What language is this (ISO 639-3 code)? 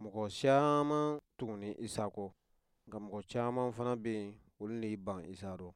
bam